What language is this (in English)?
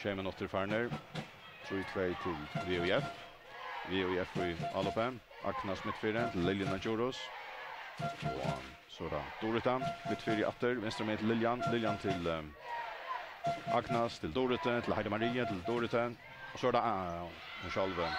Faroese